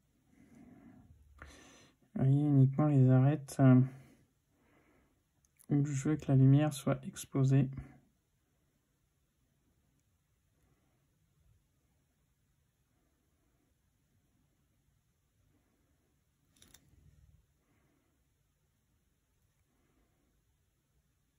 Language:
French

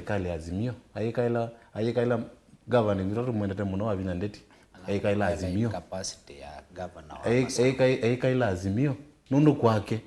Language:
Kamba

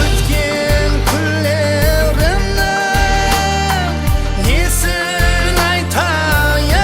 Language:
Kara-Kalpak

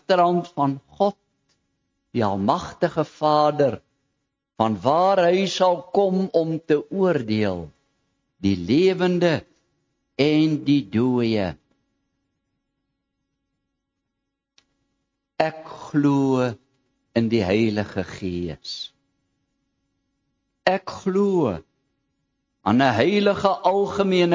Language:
Afrikaans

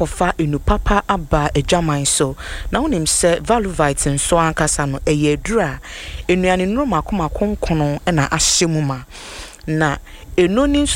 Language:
Akan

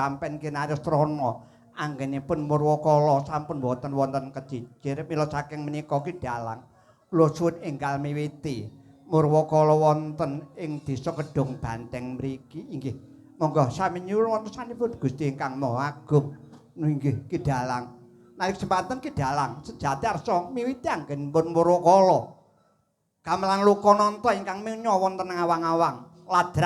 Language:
Javanese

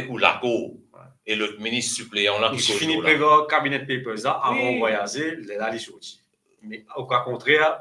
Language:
Morisyen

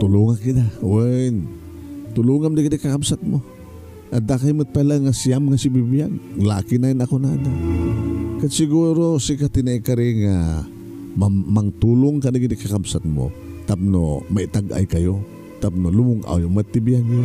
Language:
Iloko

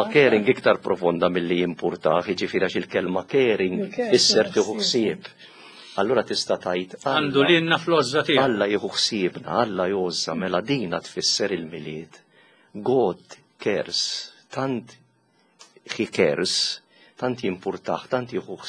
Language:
Maltese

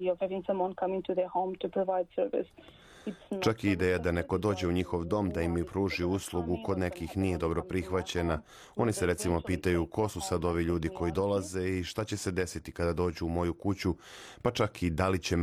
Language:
Serbian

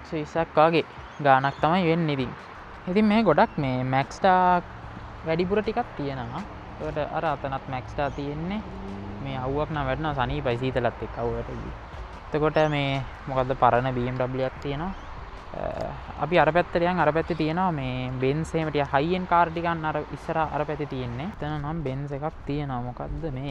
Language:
Sinhala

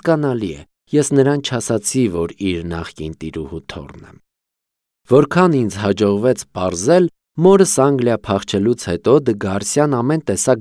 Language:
Armenian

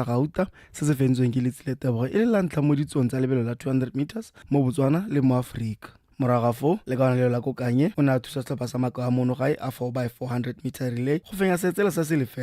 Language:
Tswana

